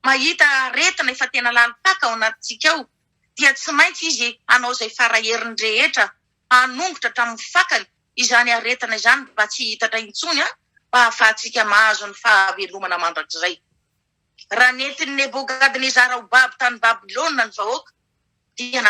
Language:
Malagasy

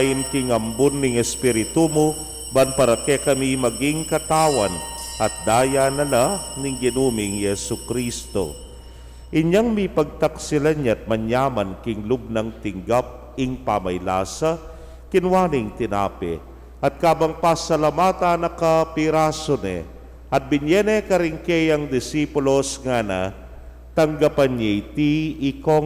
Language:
Pampanga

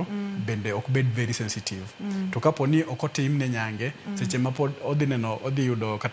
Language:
Luo (Kenya and Tanzania)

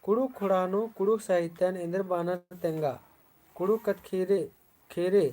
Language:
Kurukh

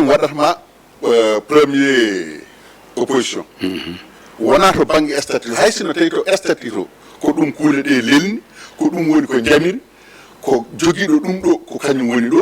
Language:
Fula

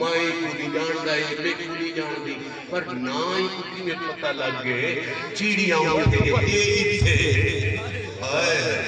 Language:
Saraiki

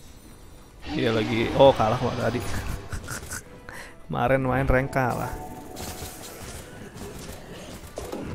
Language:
Indonesian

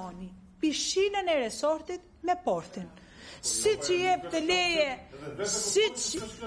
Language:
Albanian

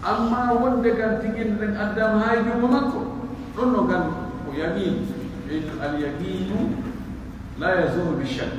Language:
Pular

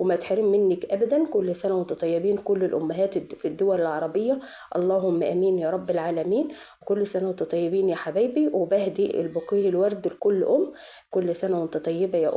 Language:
Egyptian Arabic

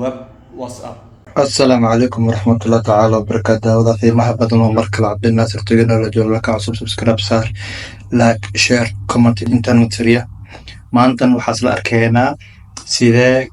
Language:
Somali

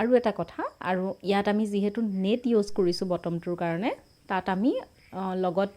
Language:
Assamese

